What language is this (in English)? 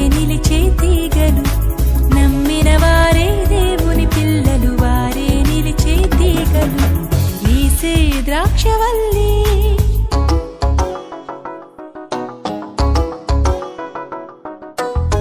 Telugu